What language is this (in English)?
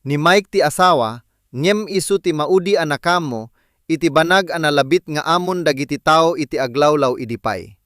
Iloko